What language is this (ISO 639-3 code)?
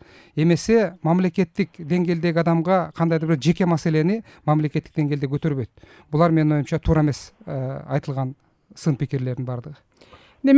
kir